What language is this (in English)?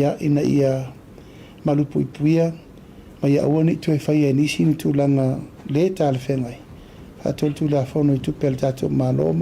Samoan